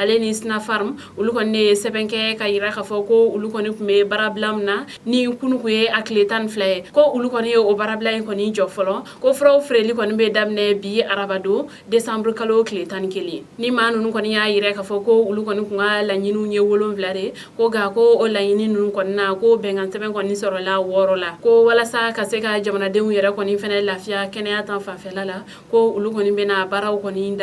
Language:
Bambara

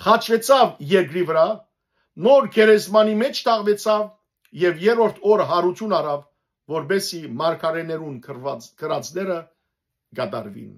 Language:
Western Armenian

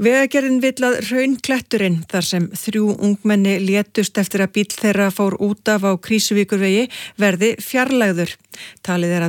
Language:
Icelandic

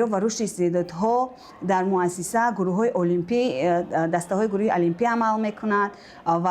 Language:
Tajik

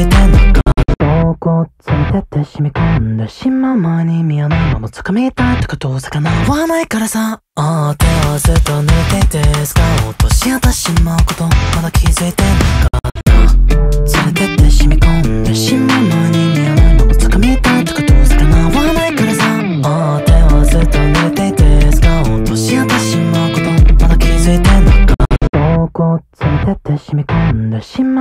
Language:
Japanese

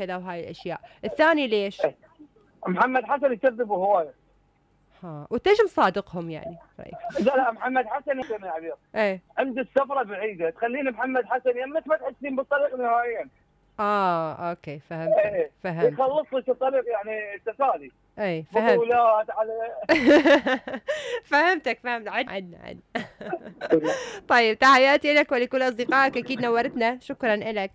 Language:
Mesopotamian Arabic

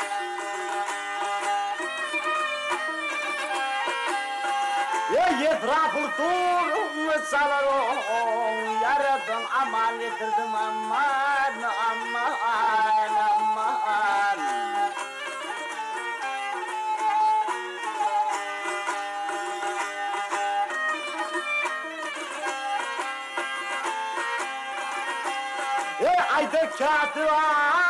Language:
Turkish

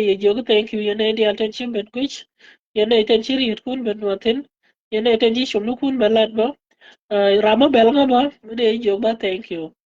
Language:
Nuer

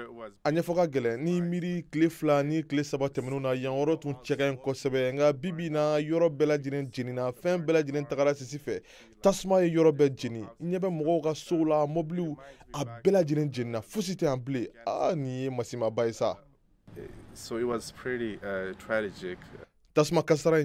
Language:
Bambara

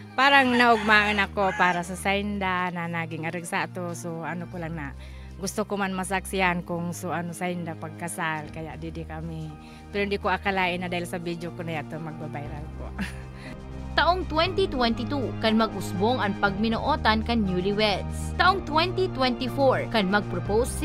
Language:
Bikol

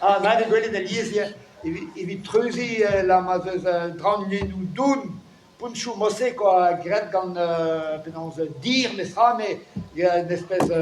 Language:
Breton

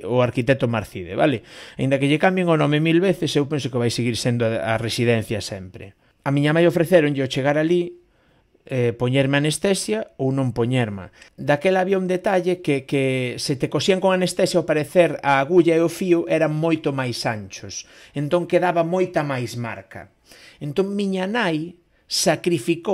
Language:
Galician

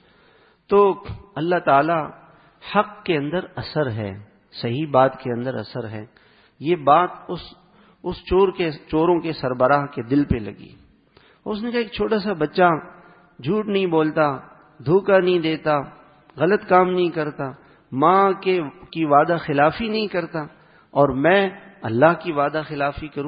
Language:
Urdu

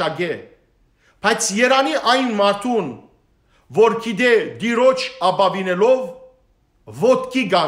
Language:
Western Armenian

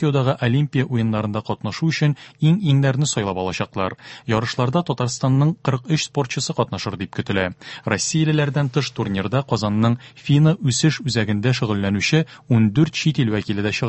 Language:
Tatar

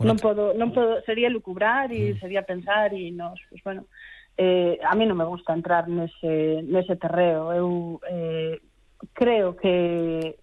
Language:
Galician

